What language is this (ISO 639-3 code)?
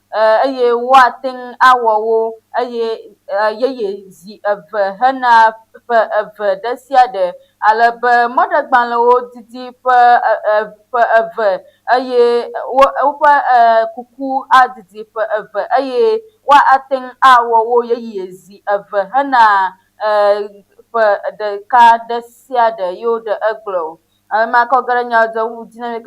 ewe